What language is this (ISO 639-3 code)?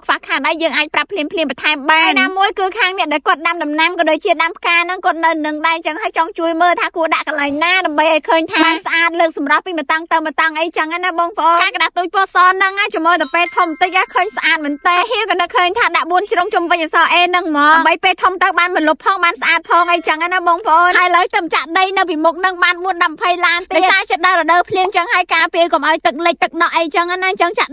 khm